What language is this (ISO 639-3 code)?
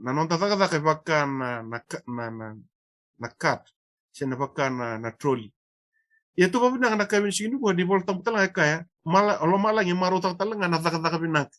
fij